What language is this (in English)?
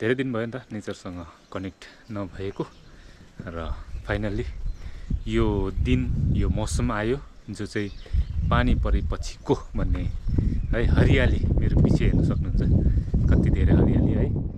Nepali